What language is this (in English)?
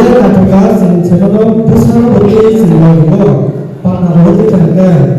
Kok Borok